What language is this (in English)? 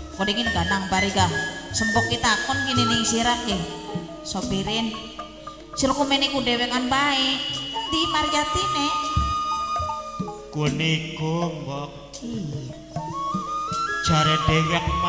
Javanese